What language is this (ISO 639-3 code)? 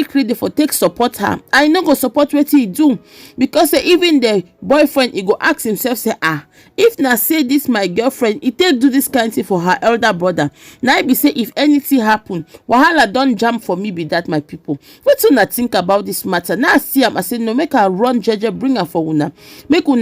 pcm